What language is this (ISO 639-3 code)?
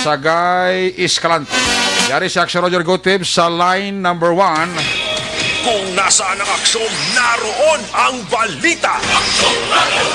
hil